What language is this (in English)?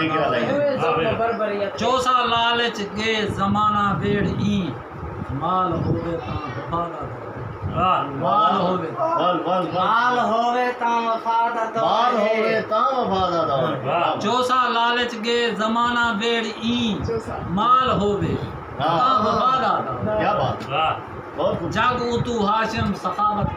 Saraiki